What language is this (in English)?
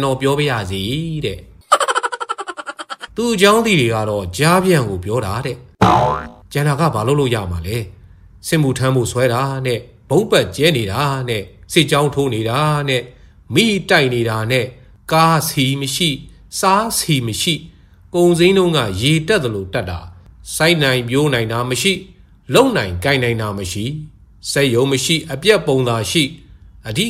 Burmese